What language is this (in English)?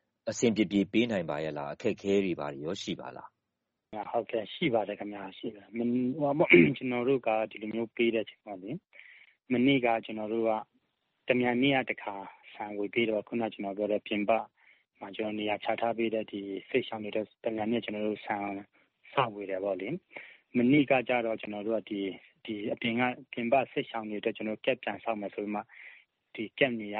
Burmese